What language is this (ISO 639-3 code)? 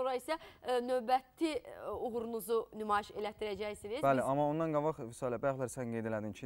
aze